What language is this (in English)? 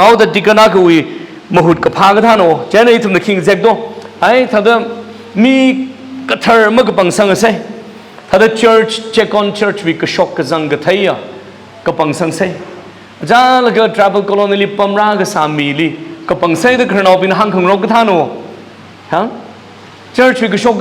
Tangkhul Naga (India)